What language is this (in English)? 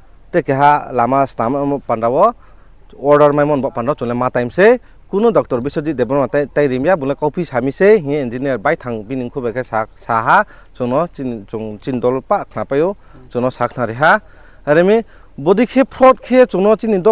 Riang (India)